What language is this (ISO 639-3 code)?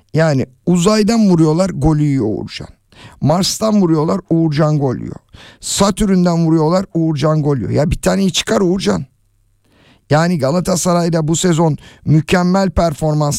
tur